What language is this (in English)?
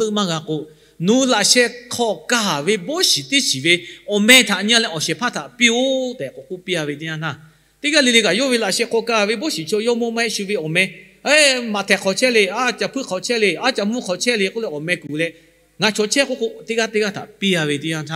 Lahu